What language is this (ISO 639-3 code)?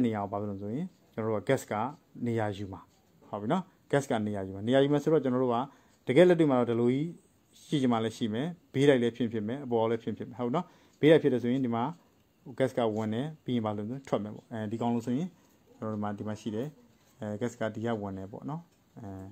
mya